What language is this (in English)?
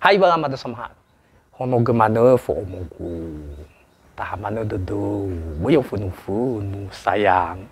Nias